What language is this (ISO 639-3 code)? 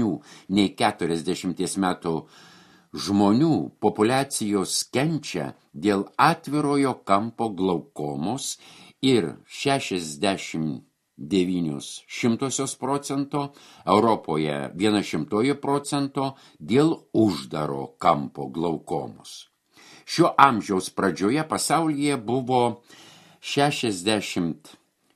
lit